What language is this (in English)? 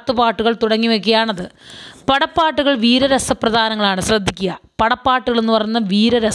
Malayalam